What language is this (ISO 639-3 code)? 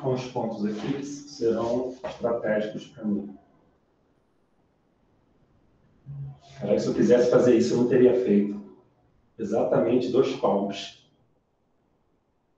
por